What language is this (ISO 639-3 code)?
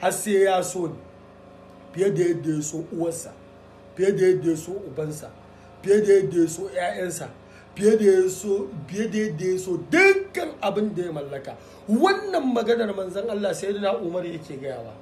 hau